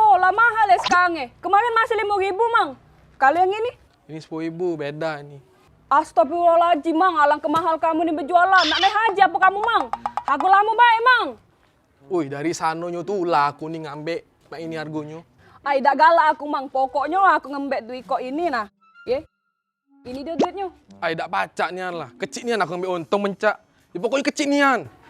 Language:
Musi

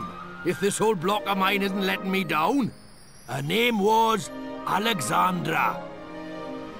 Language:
English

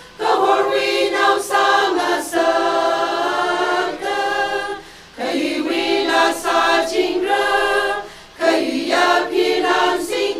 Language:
Tangkhul Naga (India)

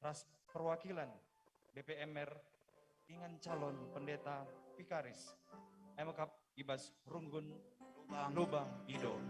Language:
Batak Karo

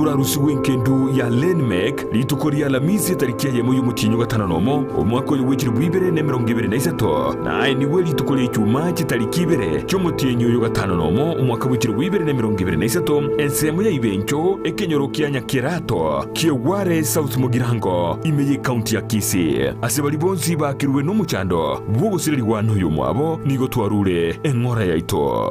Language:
Gusii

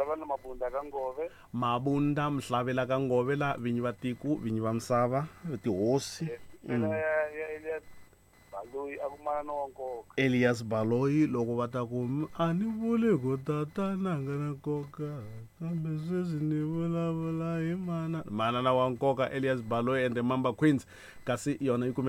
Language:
Tsonga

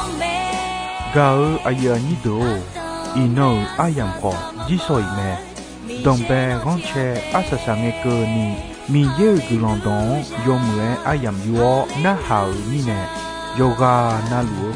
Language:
Akha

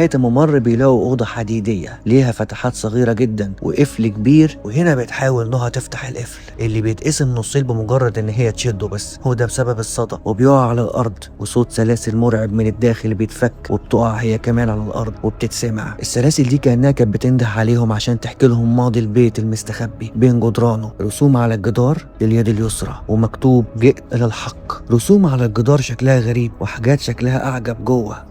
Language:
Egyptian Arabic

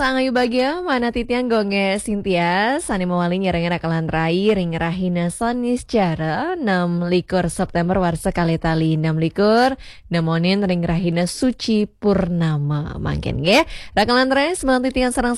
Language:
Balinese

